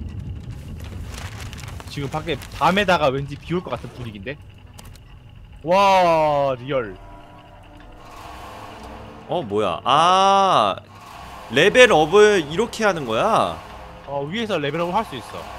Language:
Korean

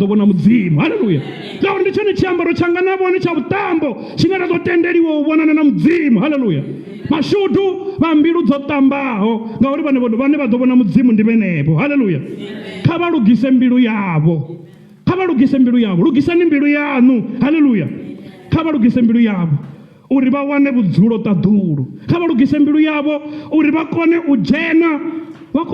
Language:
Venda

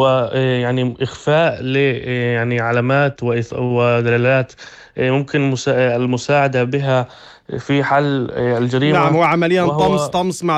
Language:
North Levantine Arabic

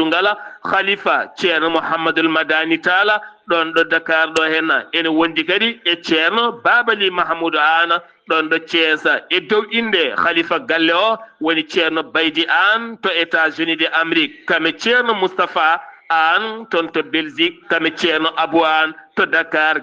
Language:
Fula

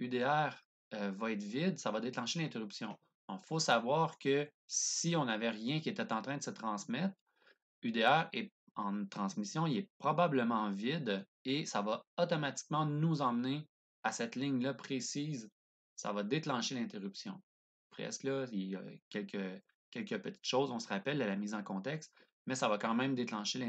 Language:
French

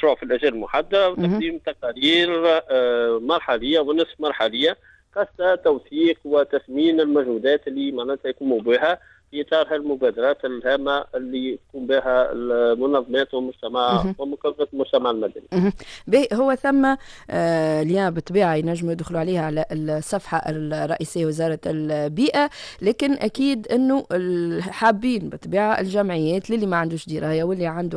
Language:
Tunisian Arabic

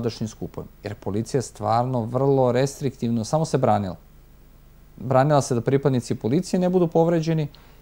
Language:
Serbian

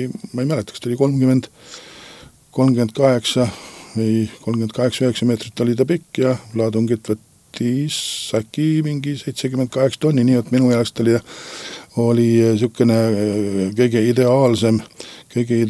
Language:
Estonian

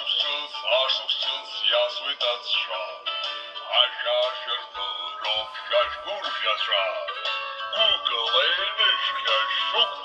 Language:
Abkhazian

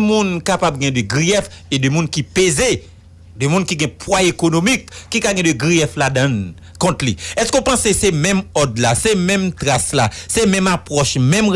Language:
Haitian Creole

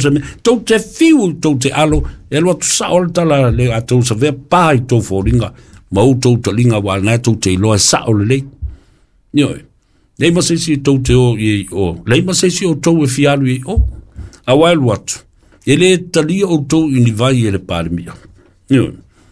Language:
Samoan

